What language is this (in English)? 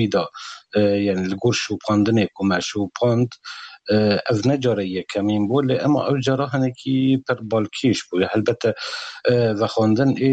Kurdish